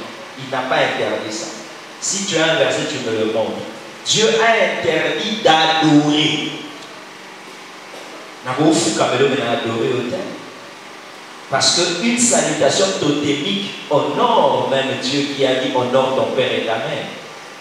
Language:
French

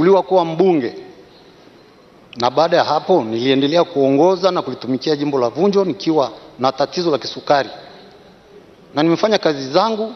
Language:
Swahili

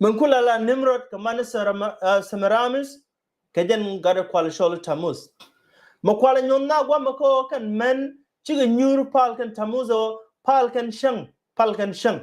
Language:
Nuer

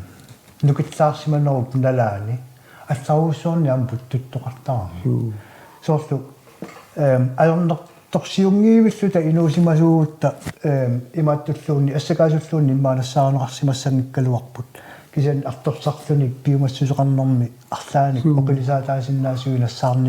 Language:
Kalaallisut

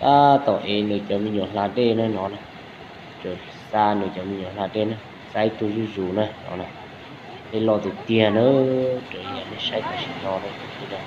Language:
Hmong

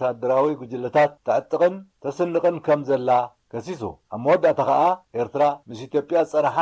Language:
Tigrinya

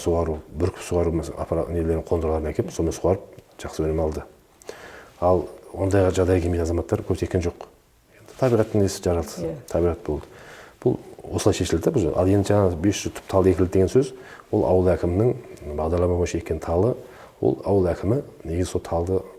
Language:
Kazakh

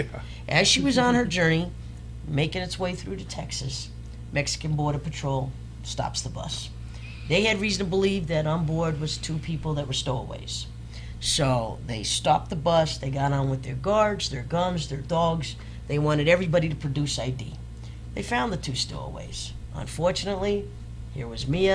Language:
English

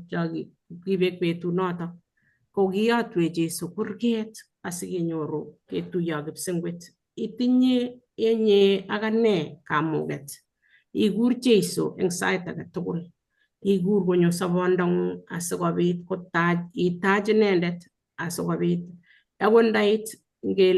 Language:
Kalenjin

